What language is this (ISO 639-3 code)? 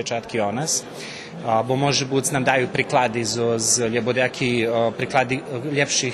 rue